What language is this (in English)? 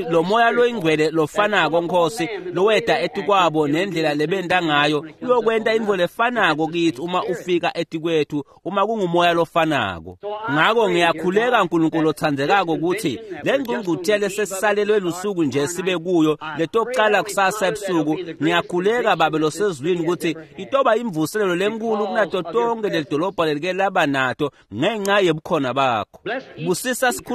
Swati